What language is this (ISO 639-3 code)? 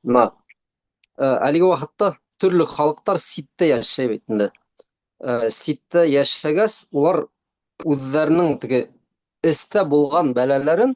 bak